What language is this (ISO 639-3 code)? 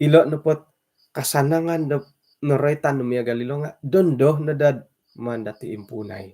dtp